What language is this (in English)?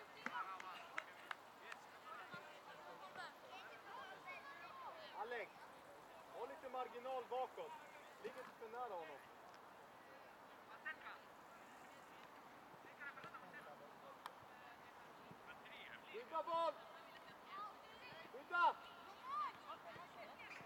Swedish